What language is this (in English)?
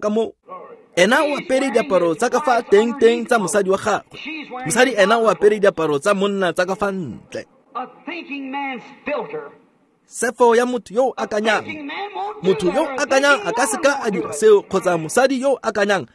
Tswana